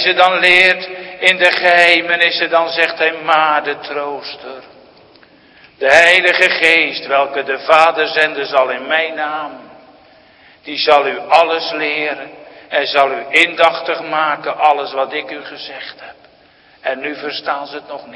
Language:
Dutch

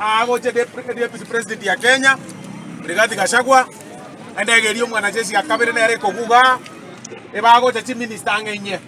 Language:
Gusii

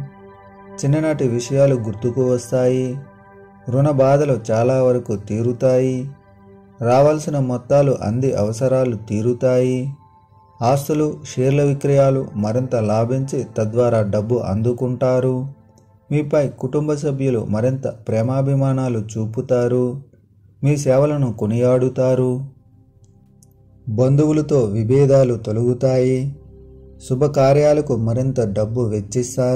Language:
Telugu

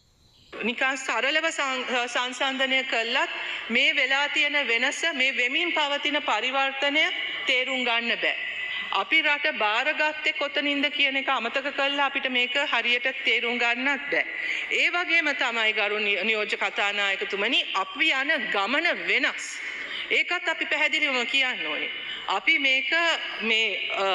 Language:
Sinhala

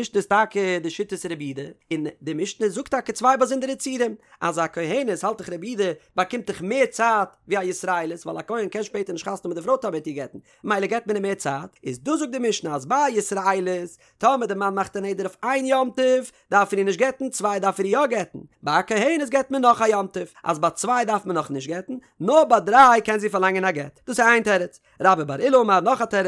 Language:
Yiddish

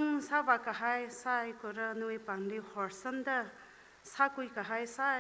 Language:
Tangkhul Naga (India)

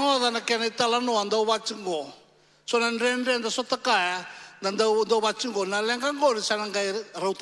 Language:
Fijian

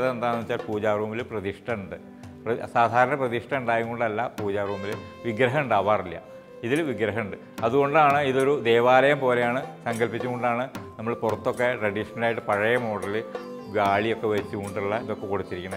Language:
Malayalam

